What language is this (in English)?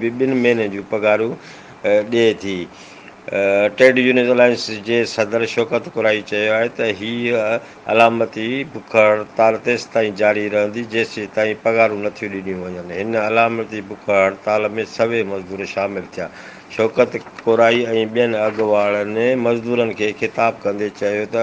Sindhi